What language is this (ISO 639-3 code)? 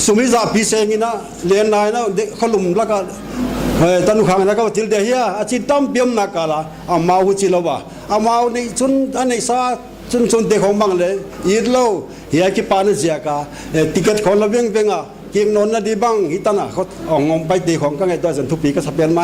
pck